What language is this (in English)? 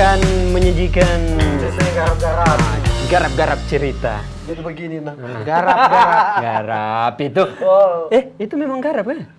Manado Malay